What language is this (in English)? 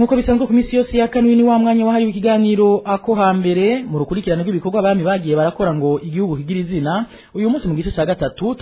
Rundi